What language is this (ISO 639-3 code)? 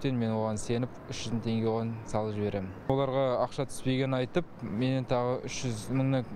kaz